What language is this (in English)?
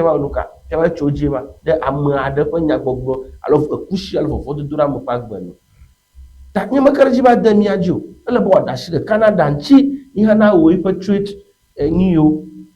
Ewe